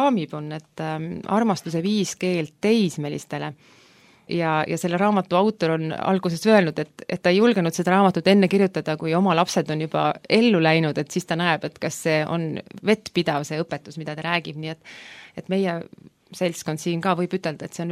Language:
Estonian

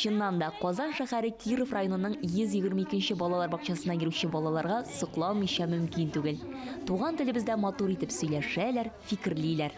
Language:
Tatar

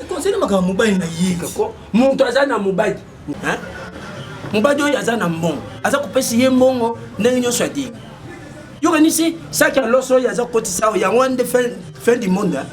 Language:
Lingala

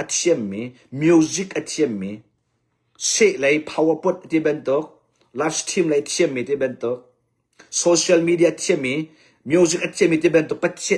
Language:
Hakha Chin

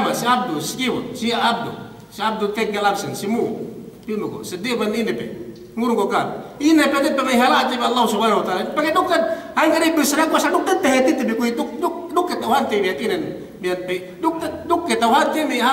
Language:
Yakan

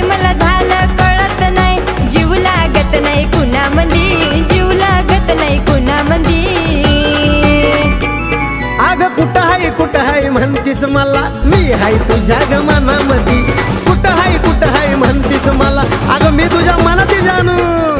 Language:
Marathi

